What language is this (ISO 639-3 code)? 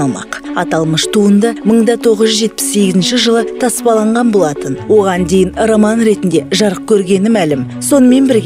kaz